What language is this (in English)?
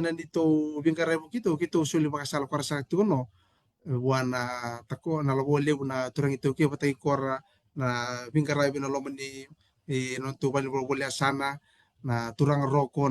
Fijian